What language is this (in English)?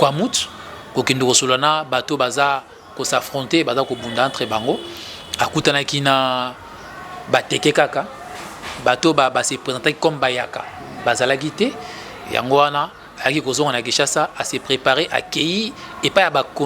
Lingala